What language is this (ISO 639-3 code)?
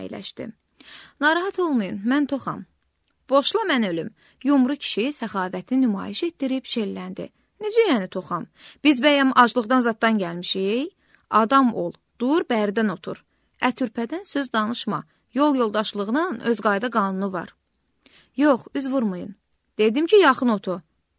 aze